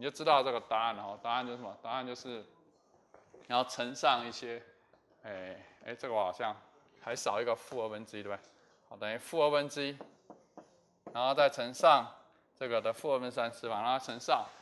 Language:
Chinese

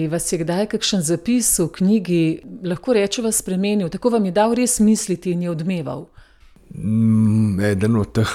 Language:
Slovenian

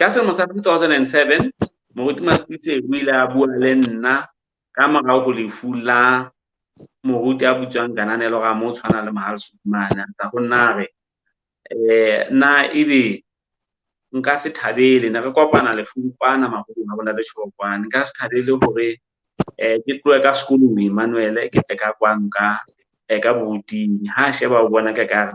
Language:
Southern Sotho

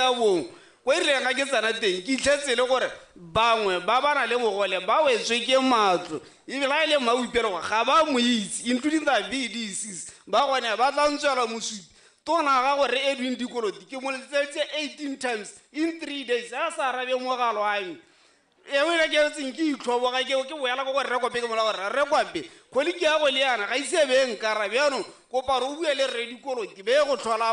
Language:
Tswana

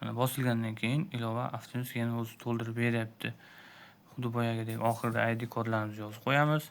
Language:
Uzbek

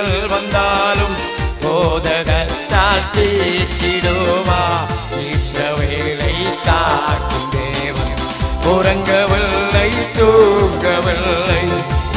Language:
Tamil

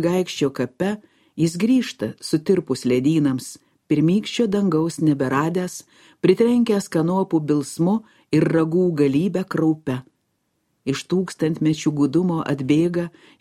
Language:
Lithuanian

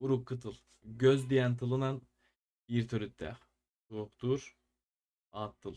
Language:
Yakut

